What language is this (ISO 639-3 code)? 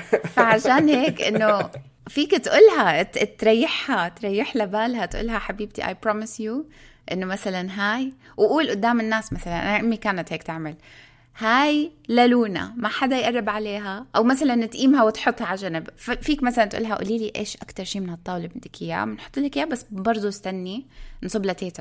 apc